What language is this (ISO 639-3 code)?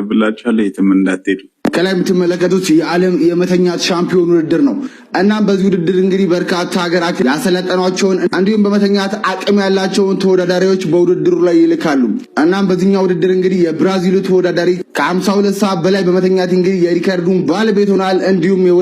amh